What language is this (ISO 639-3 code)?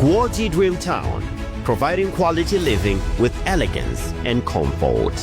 nya